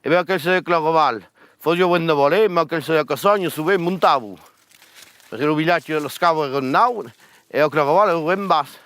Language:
Occitan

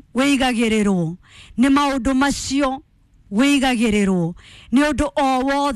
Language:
Kikuyu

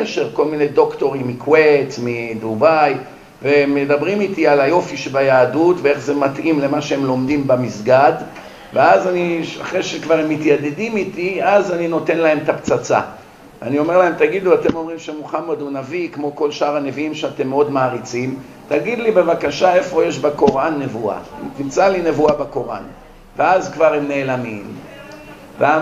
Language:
Hebrew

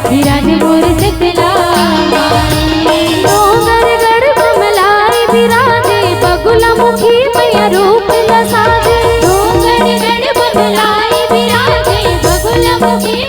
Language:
Chhattisgarhi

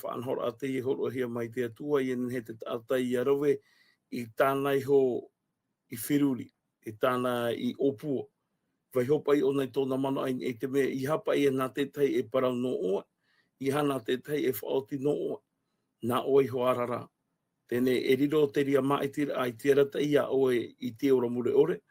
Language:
Tahitian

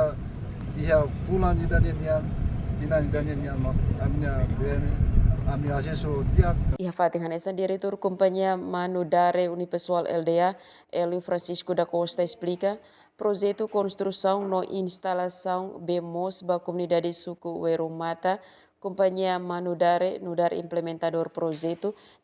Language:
Tetum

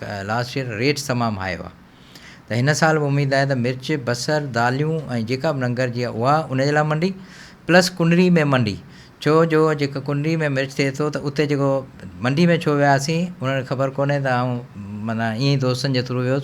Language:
Sindhi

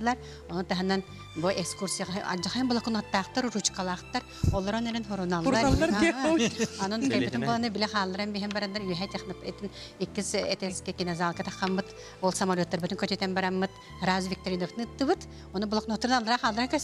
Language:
Yakut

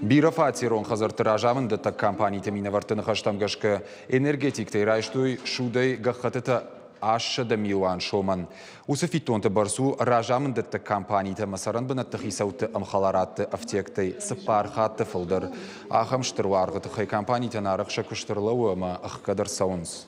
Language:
Ossetic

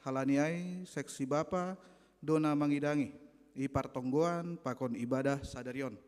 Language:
Batak Simalungun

